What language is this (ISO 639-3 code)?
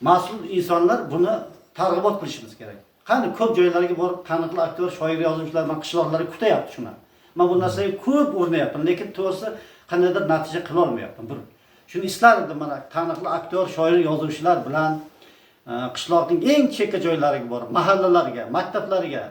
uzb